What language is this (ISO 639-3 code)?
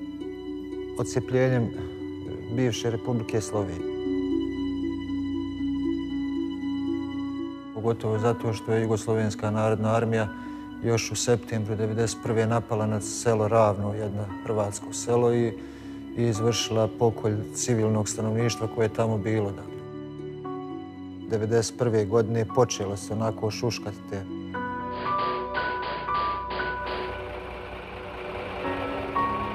bos